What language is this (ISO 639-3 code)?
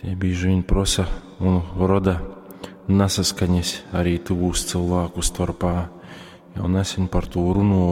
ltg